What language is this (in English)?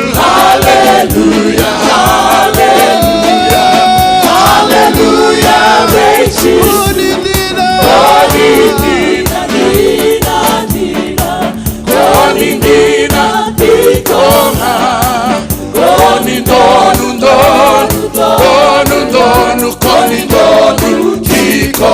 Fijian